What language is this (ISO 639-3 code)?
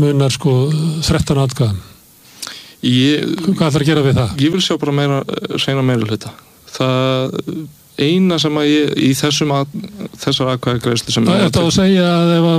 isl